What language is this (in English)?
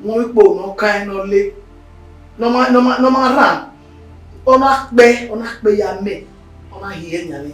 Bini